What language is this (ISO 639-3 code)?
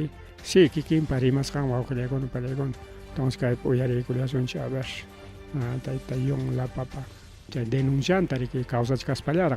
quy